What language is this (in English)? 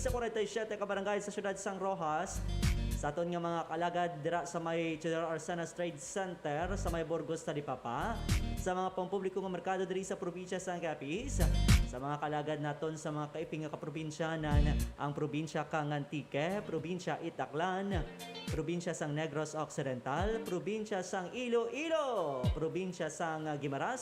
Hiligaynon